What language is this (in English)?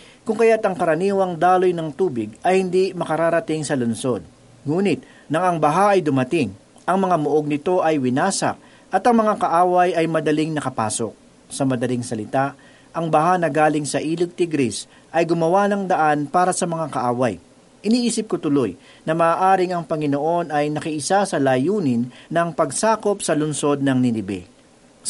Filipino